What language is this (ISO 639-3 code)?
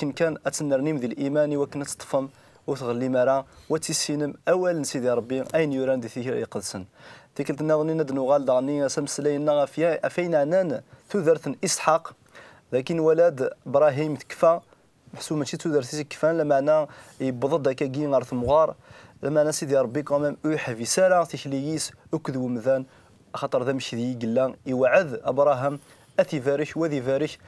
kab